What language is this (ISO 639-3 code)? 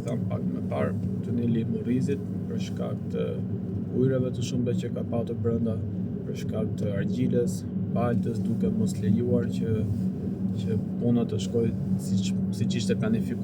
sqi